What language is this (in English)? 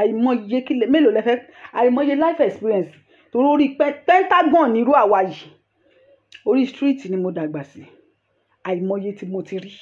Yoruba